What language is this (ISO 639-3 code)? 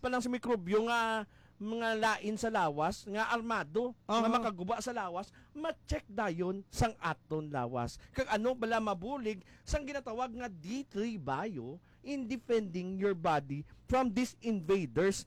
hil